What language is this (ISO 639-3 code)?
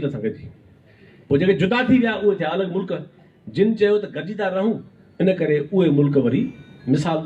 snd